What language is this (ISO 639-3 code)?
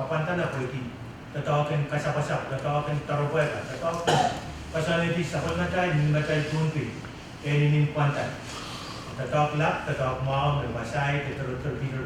pon